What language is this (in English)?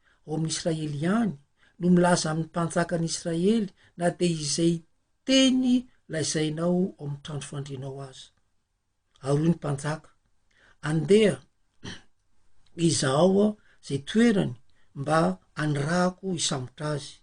Malagasy